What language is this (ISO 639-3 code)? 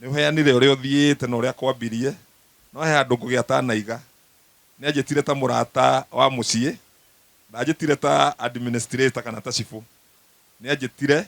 kik